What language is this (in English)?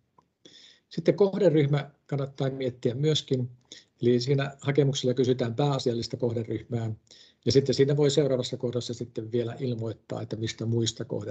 Finnish